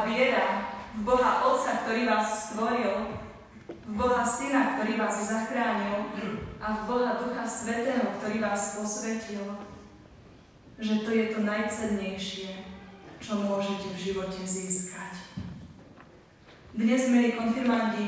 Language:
Slovak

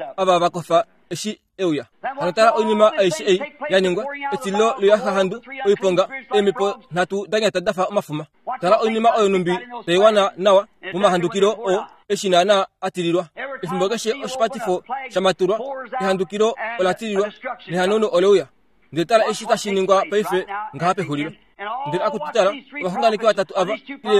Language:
Kuanyama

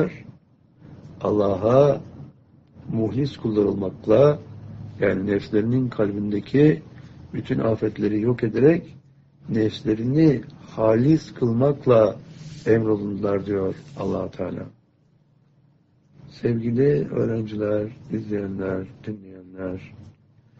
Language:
Turkish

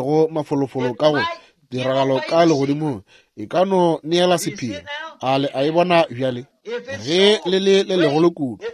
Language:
Northern Sotho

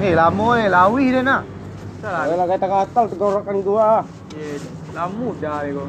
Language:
Minangkabau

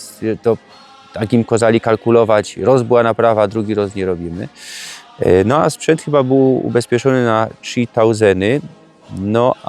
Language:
Silesian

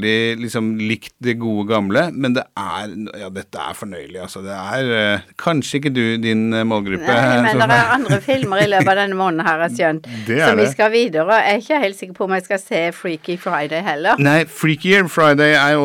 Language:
Norwegian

